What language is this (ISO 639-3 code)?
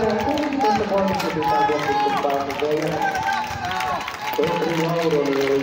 fin